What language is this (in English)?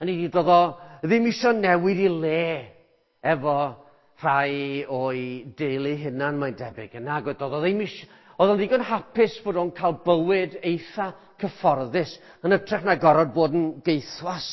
Welsh